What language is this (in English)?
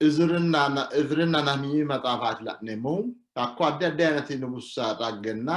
Sidamo